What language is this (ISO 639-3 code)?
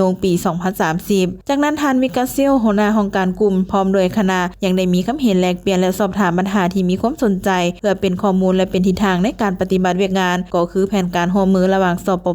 lao